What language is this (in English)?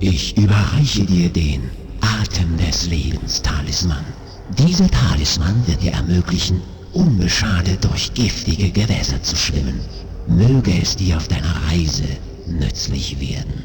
Bavarian